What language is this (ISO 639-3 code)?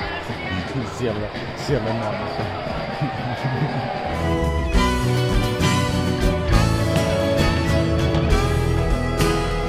fin